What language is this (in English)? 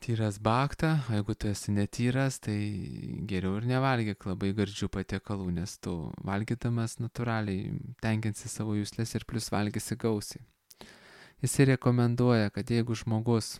Lithuanian